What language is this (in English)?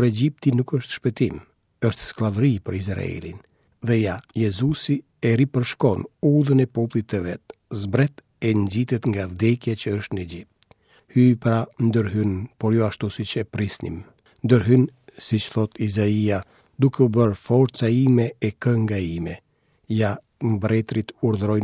Albanian